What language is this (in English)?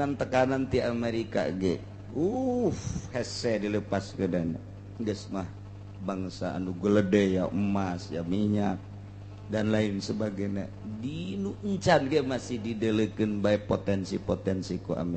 Sundanese